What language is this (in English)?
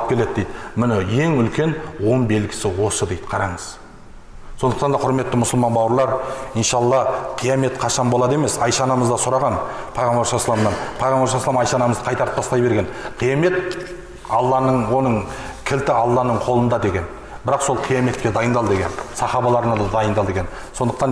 Kazakh